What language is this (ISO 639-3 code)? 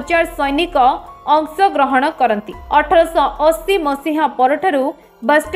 ori